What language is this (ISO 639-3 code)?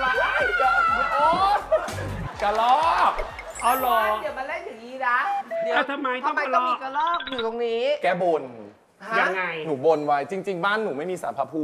tha